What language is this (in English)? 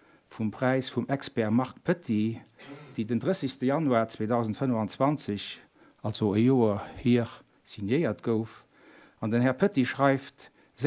Luxembourgish